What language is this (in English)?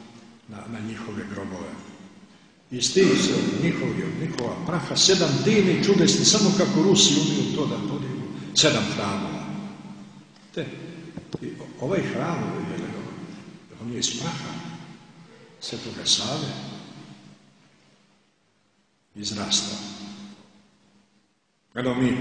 Serbian